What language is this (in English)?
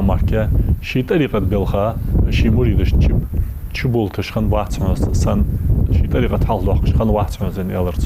Ingush